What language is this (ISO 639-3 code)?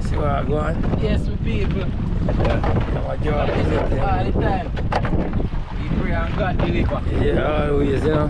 jam